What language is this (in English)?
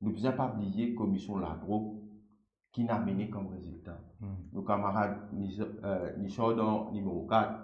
Morisyen